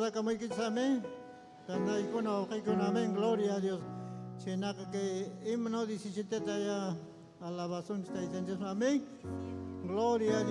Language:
Ayacucho Quechua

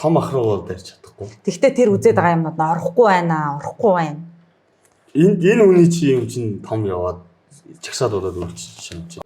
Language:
Mongolian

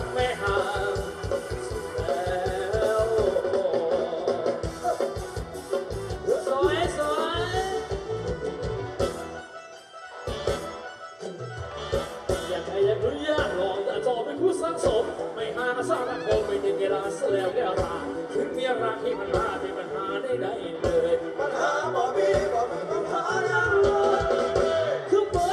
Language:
Thai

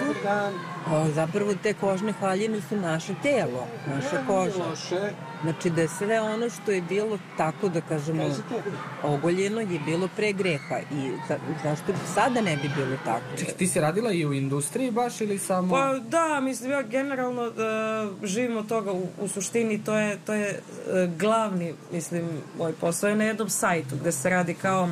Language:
Serbian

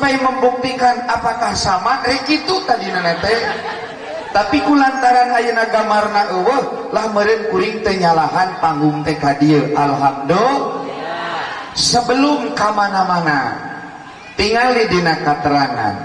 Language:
Sundanese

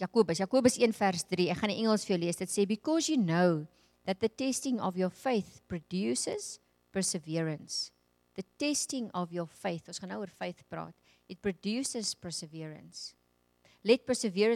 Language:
Afrikaans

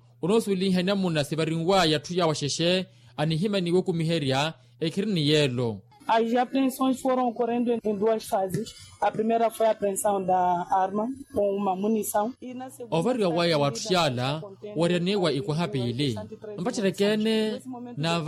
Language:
Makhuwa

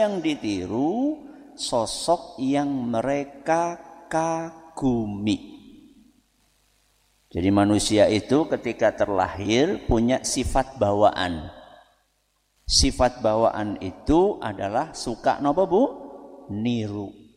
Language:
Indonesian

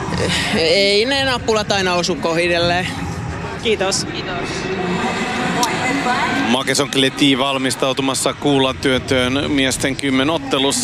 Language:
Finnish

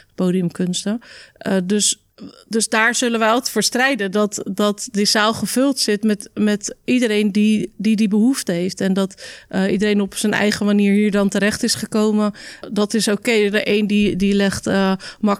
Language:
Dutch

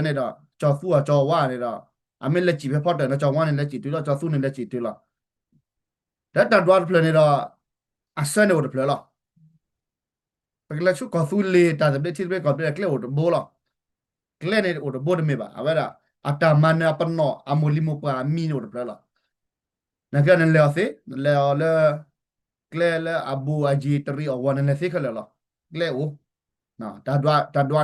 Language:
S'gaw Karen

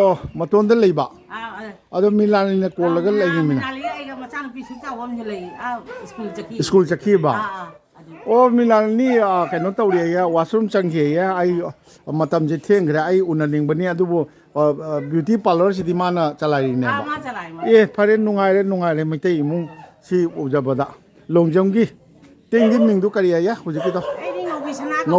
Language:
Manipuri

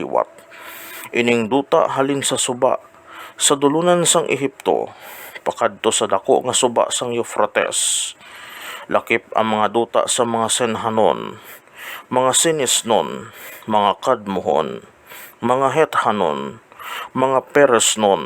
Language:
Hiligaynon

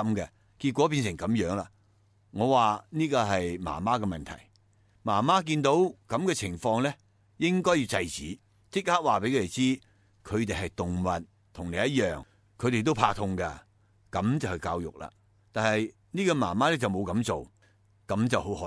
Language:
Cantonese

